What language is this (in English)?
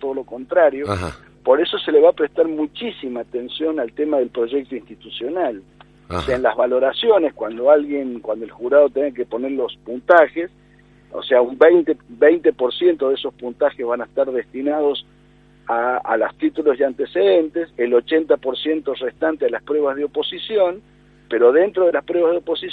Spanish